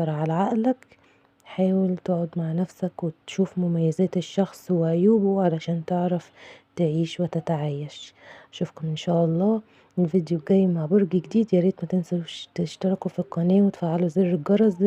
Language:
Egyptian Arabic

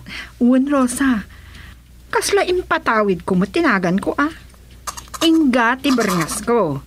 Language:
Iloko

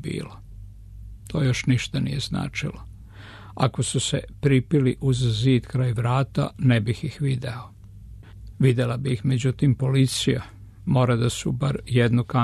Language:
Serbian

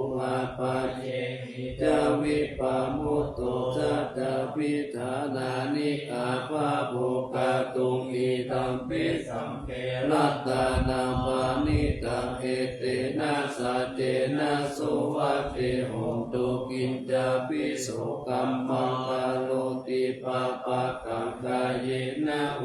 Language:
Pali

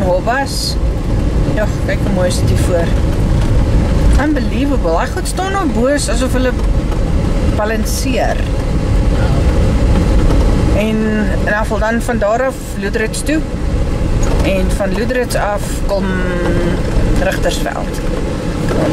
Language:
Afrikaans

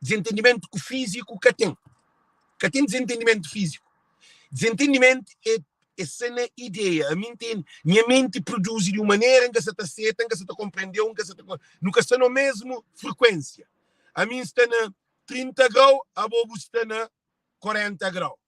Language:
Kabuverdianu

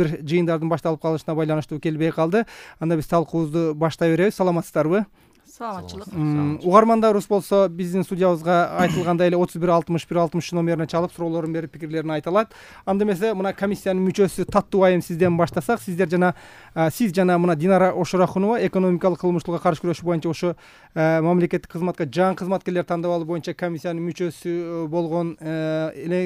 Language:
Kyrgyz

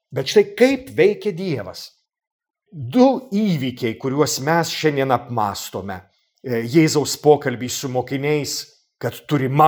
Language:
Lithuanian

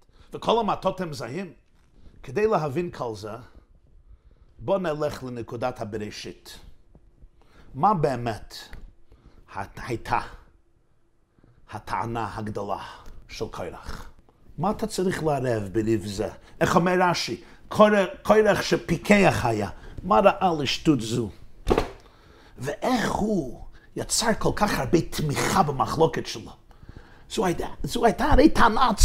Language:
Hebrew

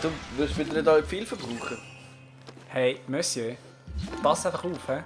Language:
Swiss German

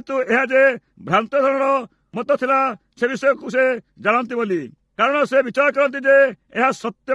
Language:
Odia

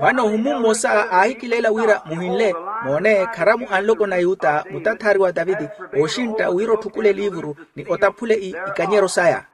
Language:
Makhuwa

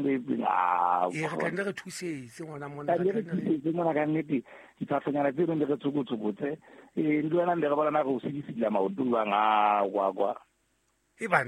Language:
Southern Sotho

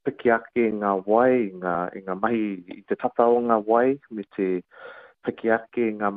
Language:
Māori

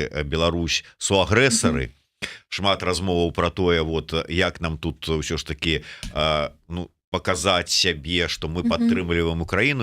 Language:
Belarusian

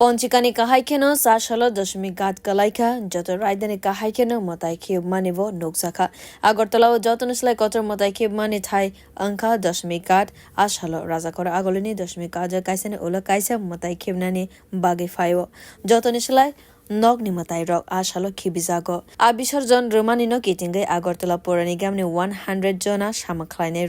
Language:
Kok Borok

